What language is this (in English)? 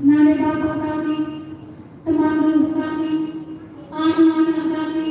Batak Karo